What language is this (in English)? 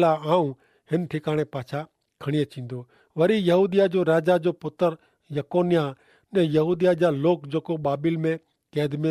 Kachhi